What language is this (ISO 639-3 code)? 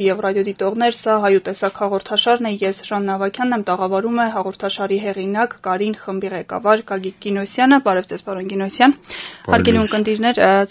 hye